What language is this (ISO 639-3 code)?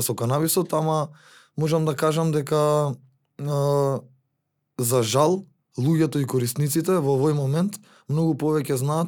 mkd